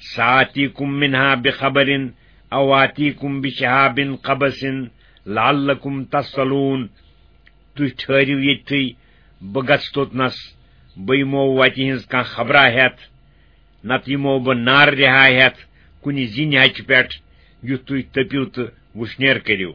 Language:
Kashmiri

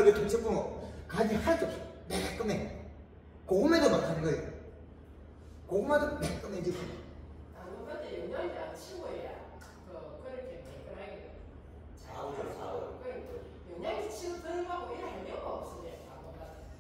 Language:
Korean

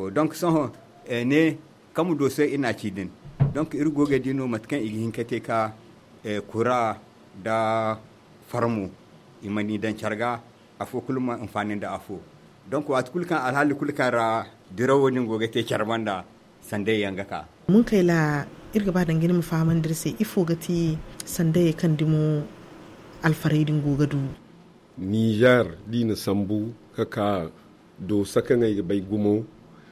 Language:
Zarma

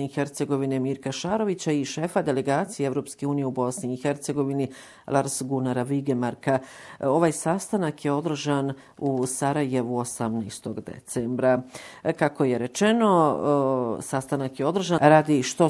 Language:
Bosnian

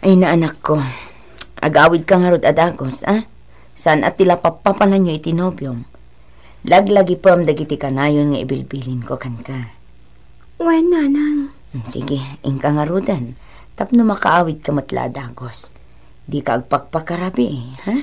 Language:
Iloko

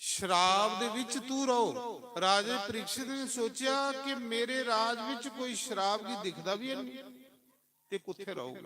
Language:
Dogri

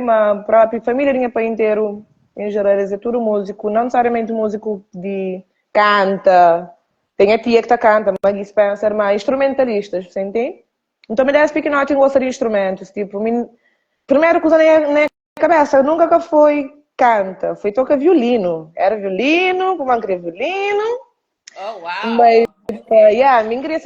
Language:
Kabuverdianu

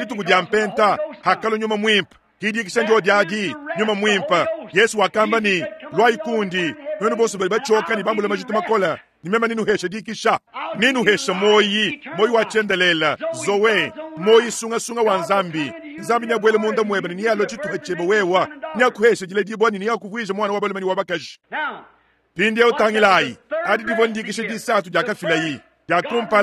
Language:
Luba-Lulua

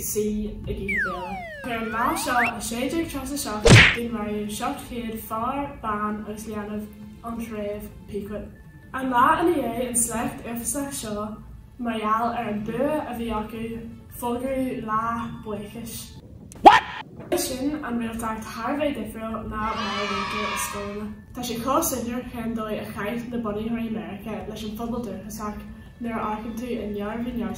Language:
Irish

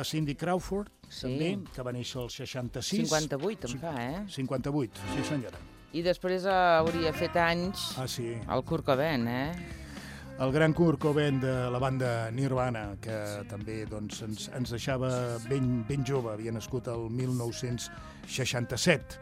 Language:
Catalan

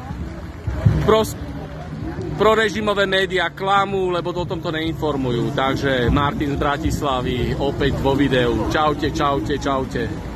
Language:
Slovak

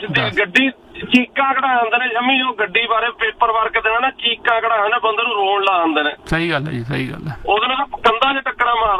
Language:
Punjabi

